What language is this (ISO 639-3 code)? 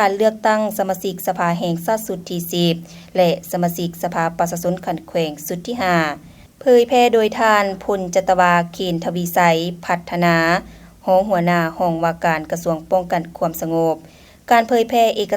lao